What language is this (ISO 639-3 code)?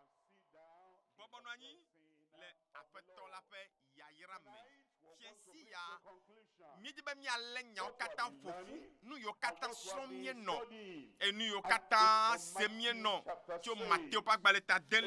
ewe